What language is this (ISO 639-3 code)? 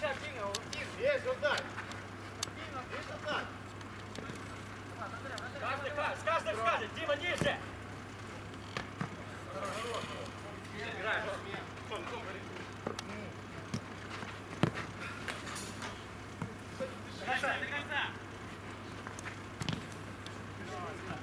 rus